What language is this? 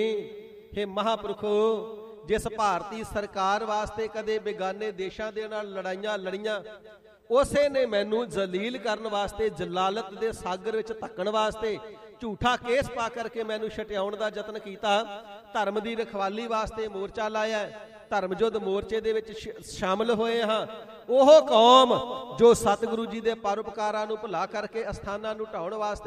Punjabi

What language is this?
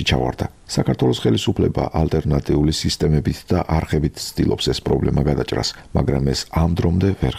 Georgian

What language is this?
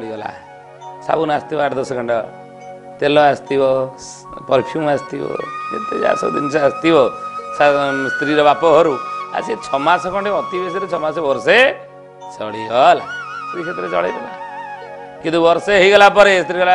Odia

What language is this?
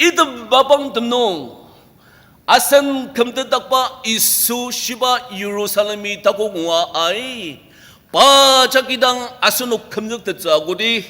Ao Naga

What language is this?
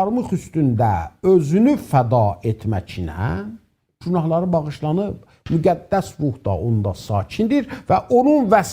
South Azerbaijani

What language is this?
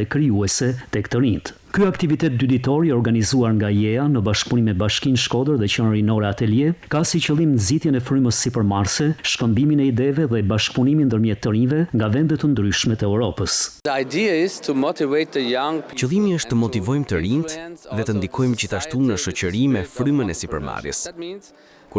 Albanian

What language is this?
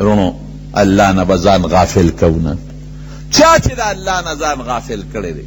Pashto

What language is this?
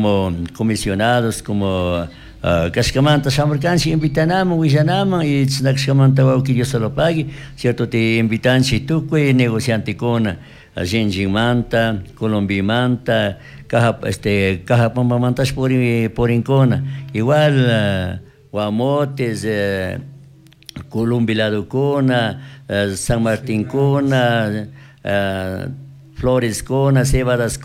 Chimborazo Highland Quichua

